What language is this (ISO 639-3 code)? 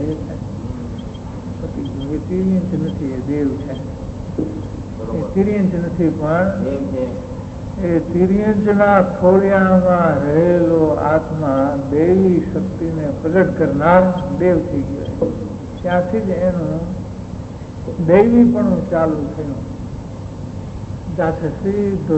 guj